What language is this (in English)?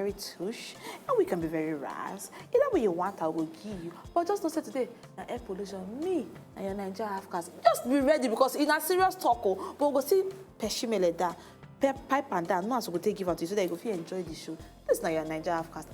Nigerian Pidgin